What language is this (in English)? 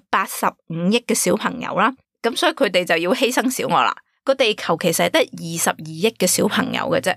Cantonese